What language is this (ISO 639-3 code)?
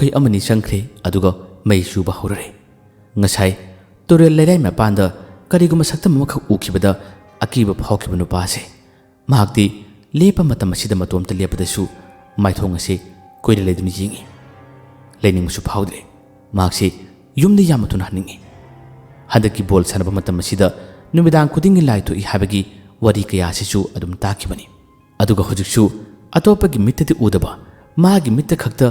mni